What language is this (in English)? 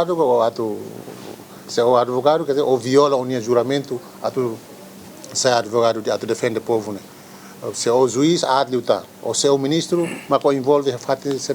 Tetum